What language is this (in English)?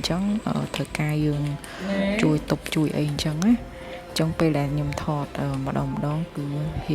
Khmer